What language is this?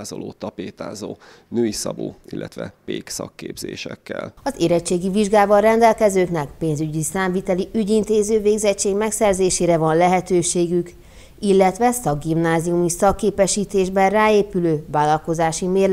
Hungarian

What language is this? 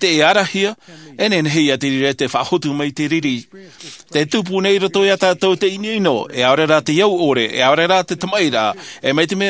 Tahitian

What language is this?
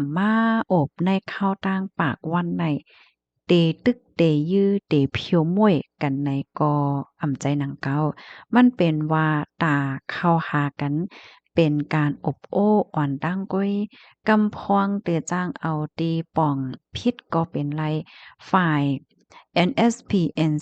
Shan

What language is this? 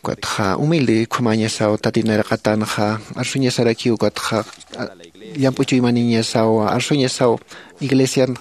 Aymara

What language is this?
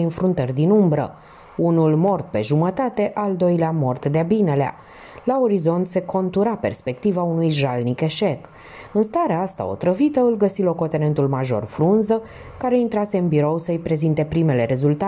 Romanian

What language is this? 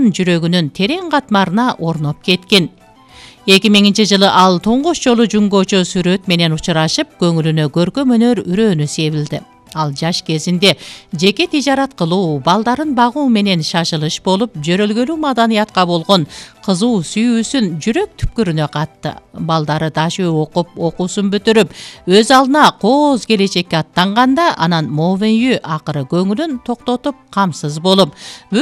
Kyrgyz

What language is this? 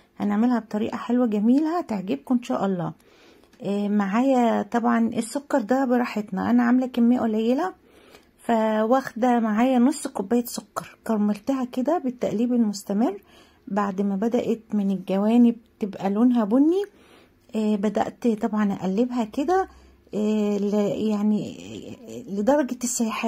Egyptian Arabic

